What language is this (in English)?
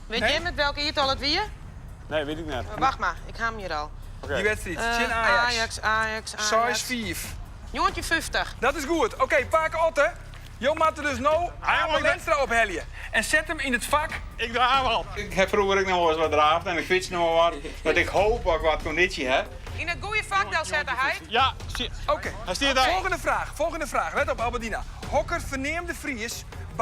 Western Frisian